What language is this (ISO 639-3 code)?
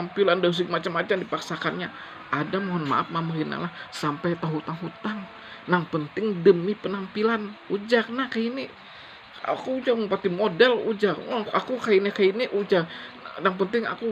bjn